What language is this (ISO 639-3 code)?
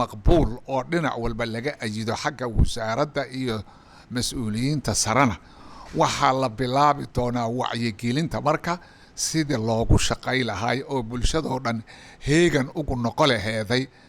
som